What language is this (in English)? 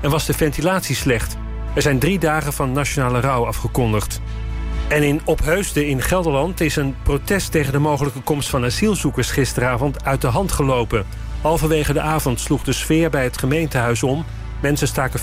Dutch